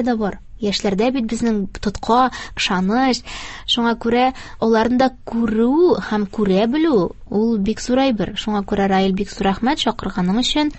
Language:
Tatar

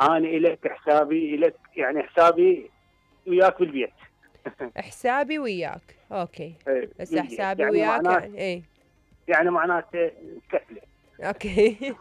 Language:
Mesopotamian Arabic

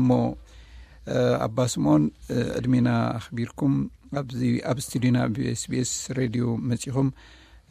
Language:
Tigrinya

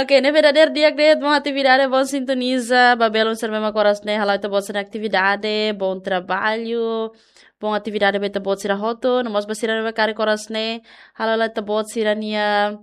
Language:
Tetum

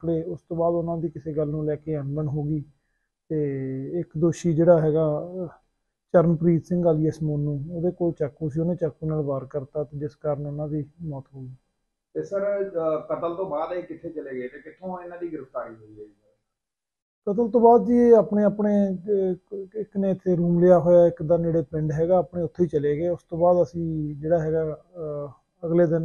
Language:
Punjabi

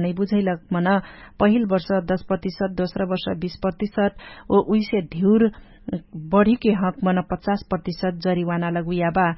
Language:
Dangaura Tharu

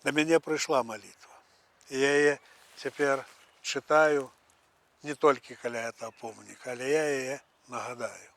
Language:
Belarusian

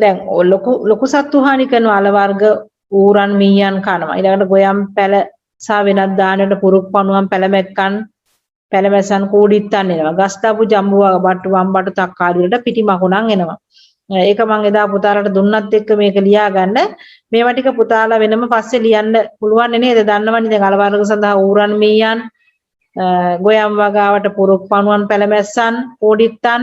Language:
Sinhala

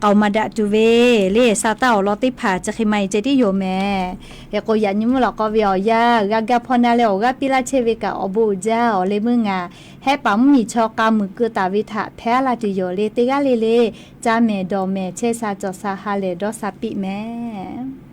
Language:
Lahu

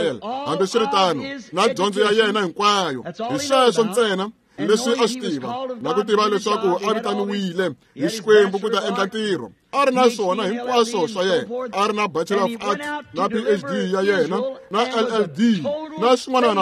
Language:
Tsonga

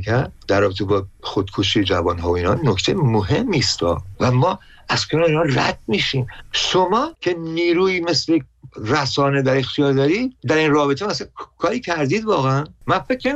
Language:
Persian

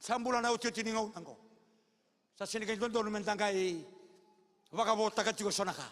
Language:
Fijian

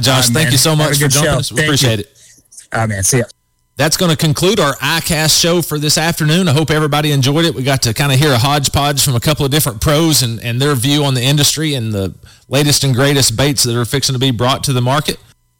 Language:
English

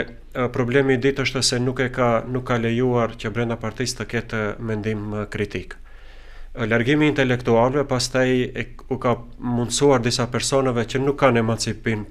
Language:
Albanian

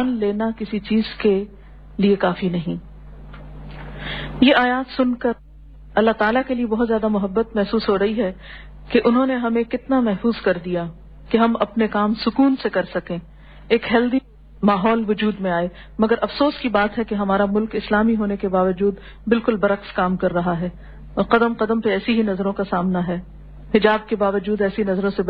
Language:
Urdu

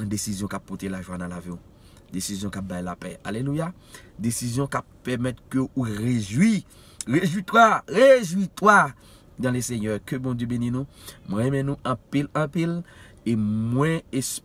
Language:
Haitian Creole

